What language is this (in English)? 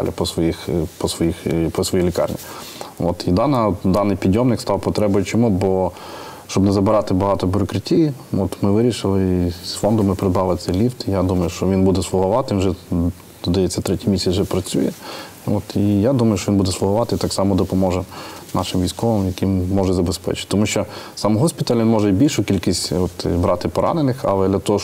Ukrainian